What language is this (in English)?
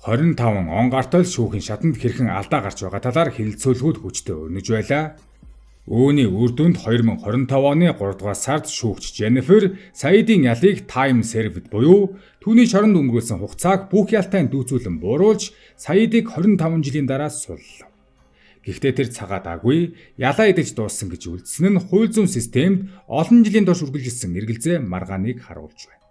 Mongolian